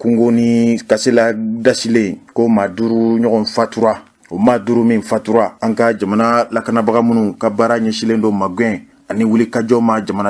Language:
Bambara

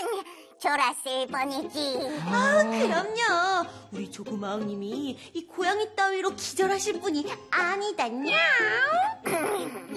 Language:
Korean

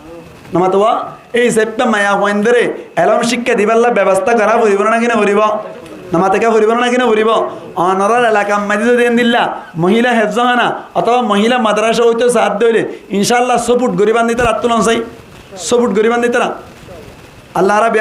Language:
Rohingya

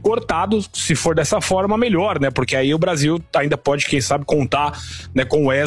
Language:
Portuguese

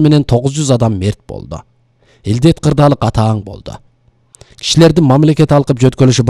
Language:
Kyrgyz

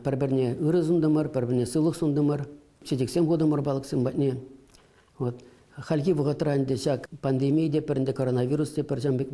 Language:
Chuvash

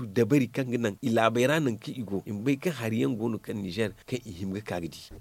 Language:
Zarma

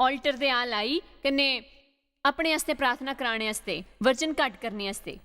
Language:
Dogri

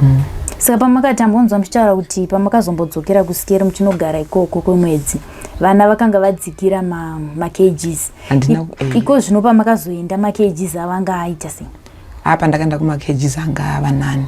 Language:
Shona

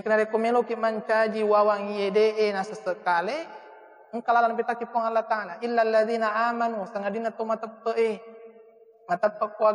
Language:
Buginese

